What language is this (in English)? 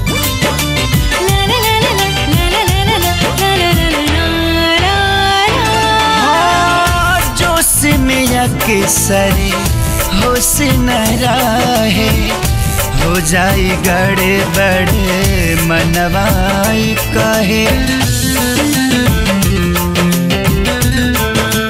Bhojpuri